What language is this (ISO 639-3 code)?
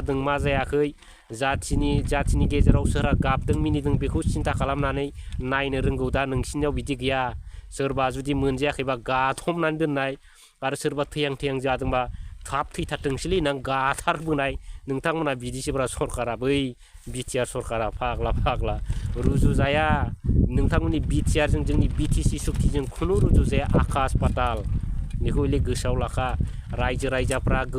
brx